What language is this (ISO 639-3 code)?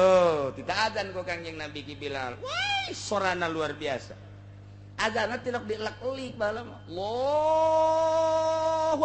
sun